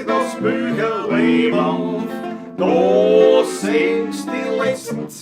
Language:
Bavarian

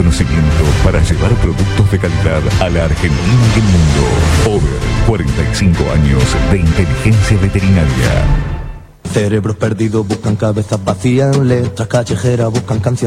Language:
Spanish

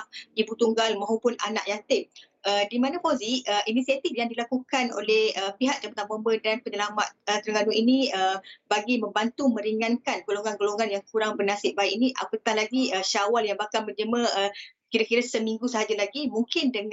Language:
Malay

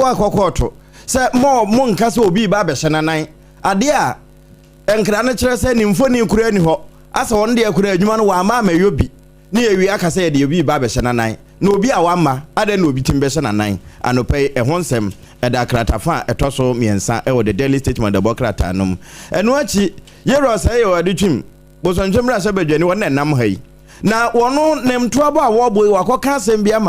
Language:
Akan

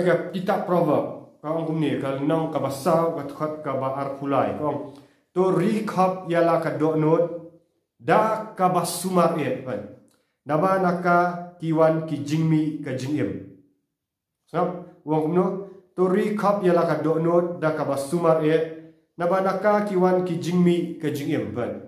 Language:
Khasi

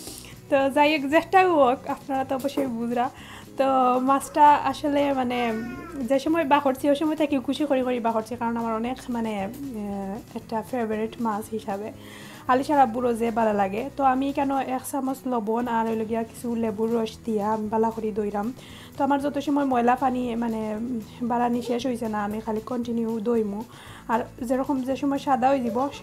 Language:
Sylheti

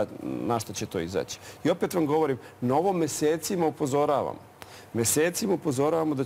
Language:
Serbian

